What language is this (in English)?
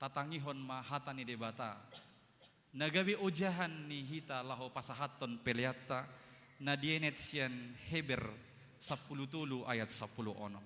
Batak Toba